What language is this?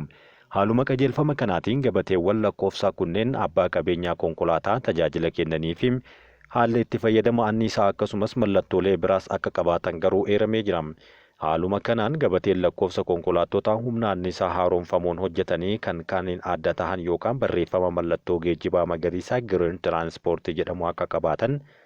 Oromo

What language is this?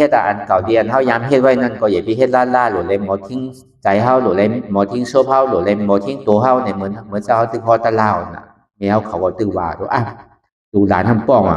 Shan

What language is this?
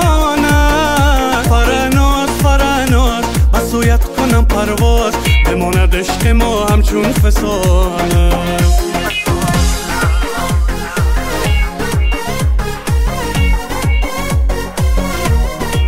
Persian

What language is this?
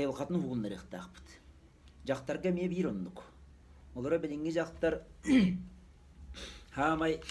Yakut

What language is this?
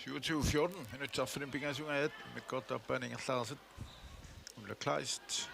Kalaallisut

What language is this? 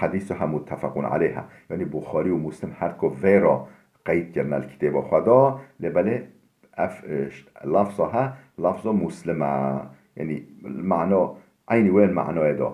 Kurdish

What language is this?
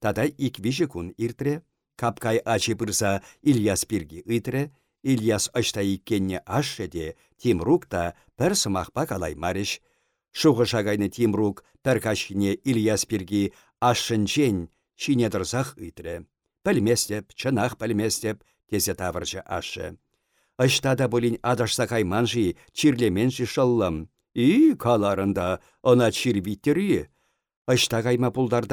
Chuvash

